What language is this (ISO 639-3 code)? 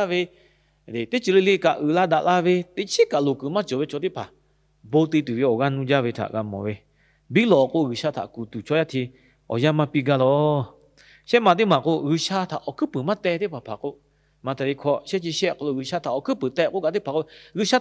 lhu